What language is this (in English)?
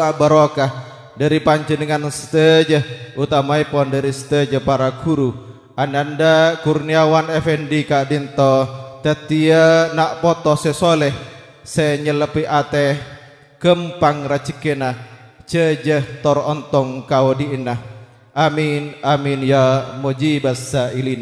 Madurese